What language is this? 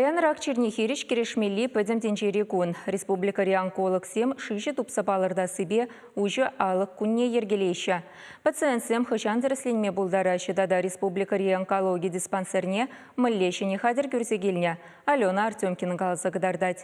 Chuvash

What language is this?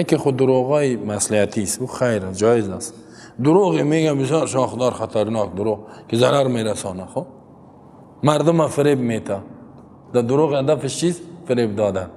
Persian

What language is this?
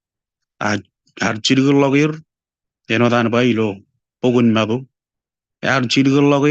Marshallese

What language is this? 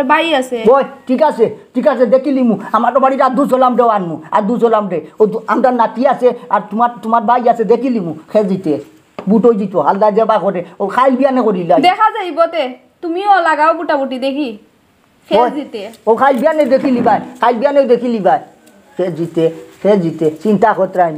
Sylheti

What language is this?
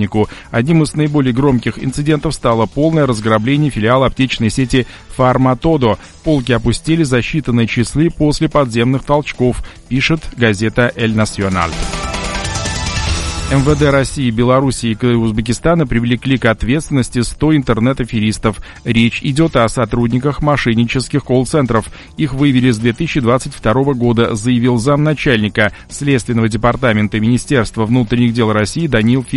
Russian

